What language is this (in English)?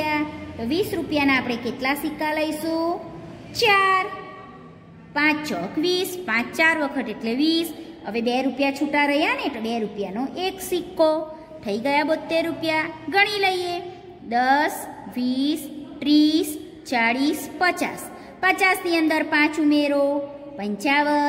Gujarati